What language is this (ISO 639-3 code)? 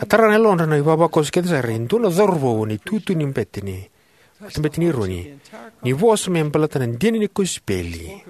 fij